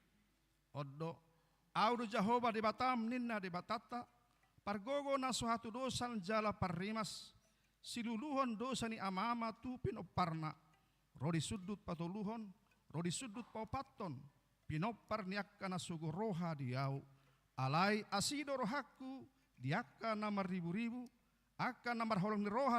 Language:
Batak Toba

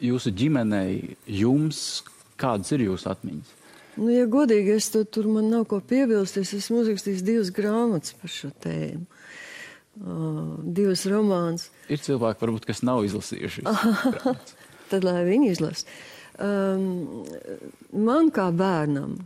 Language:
Latvian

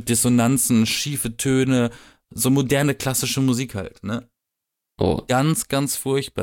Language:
German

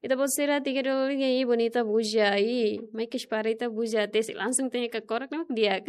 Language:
Tetum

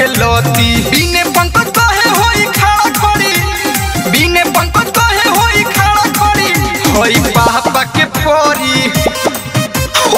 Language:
Bhojpuri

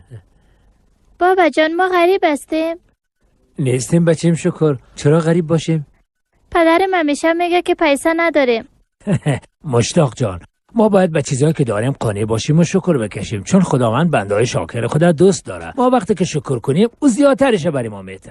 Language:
Persian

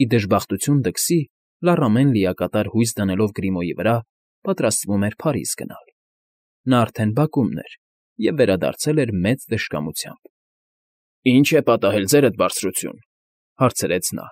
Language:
Armenian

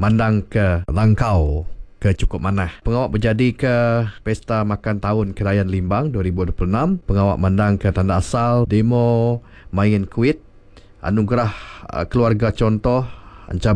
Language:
Iban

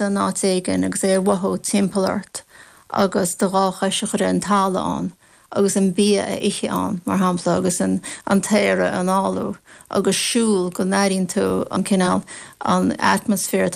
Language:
Irish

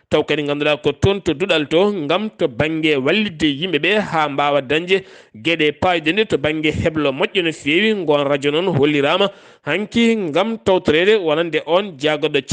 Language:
Fula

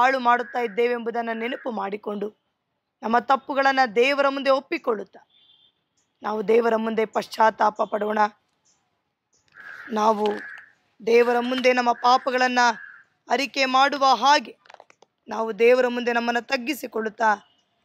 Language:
Kannada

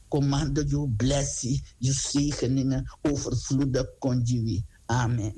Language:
Sranan Tongo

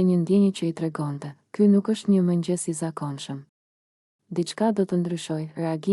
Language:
Albanian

